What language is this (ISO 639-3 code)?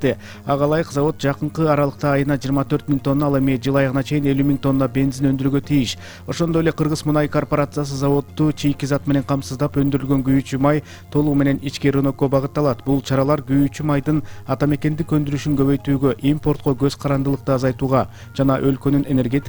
kir